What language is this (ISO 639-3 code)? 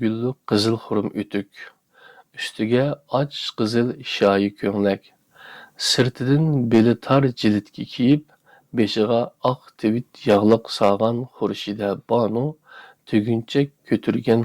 uig